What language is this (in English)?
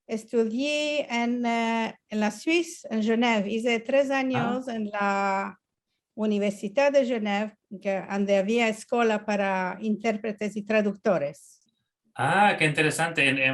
Ladino